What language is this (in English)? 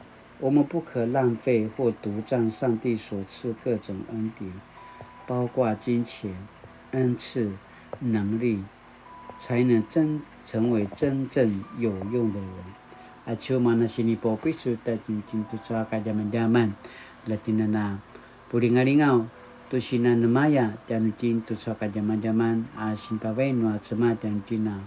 Paiwan